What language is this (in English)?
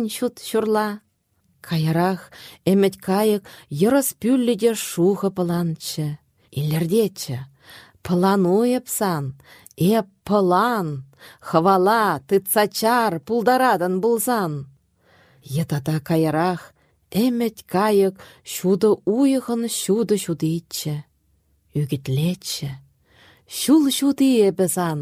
Chuvash